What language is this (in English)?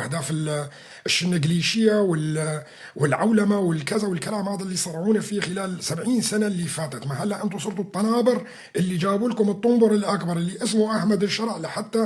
North Levantine Arabic